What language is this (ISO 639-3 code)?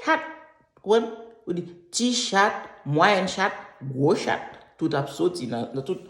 hat